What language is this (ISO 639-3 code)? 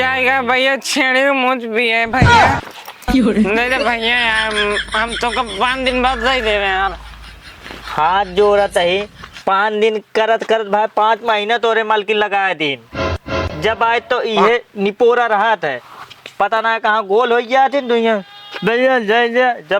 awa